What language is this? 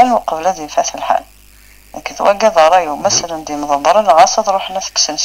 Kabyle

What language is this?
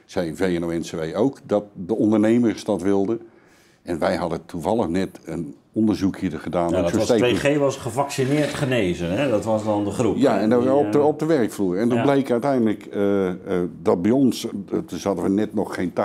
Dutch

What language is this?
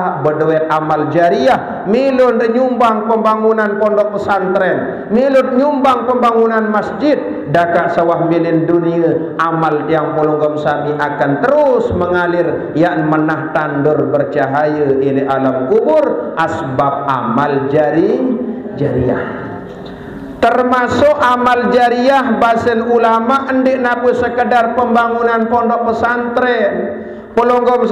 Sasak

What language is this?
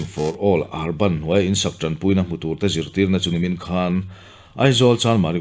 Mizo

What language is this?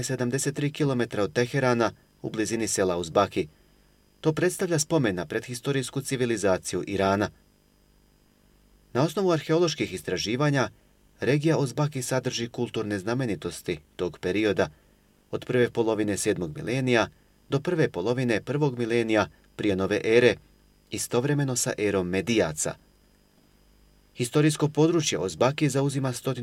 Bosnian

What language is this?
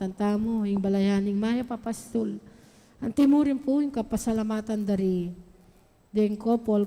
Pampanga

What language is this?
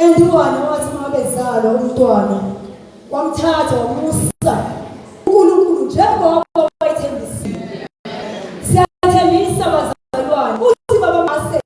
Zulu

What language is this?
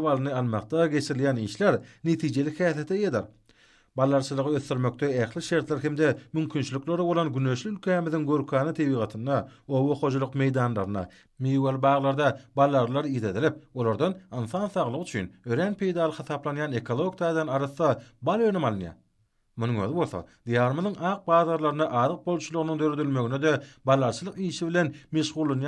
Turkmen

